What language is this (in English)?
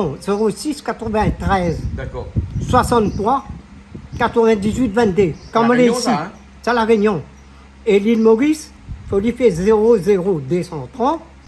Réunion Creole French